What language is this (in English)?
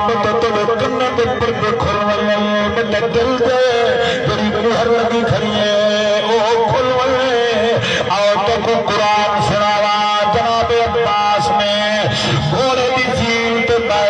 Saraiki